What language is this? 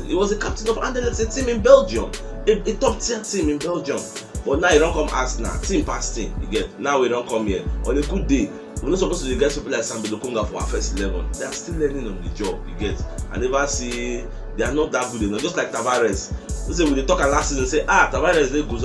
Nigerian Pidgin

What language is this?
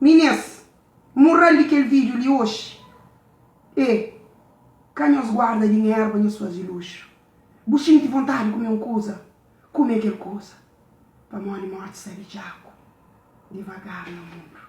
Kabuverdianu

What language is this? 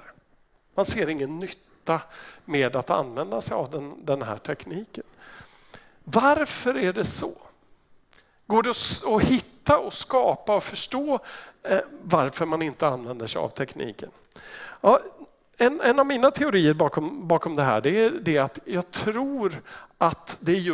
Swedish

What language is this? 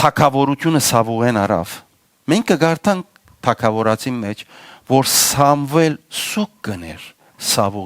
Western Armenian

